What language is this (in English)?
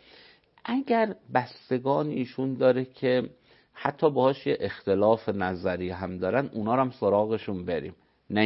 Persian